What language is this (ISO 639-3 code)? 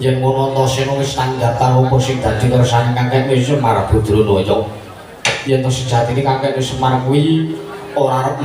jav